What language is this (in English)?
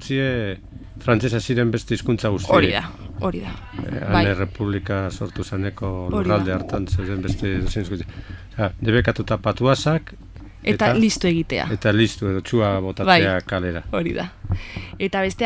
Basque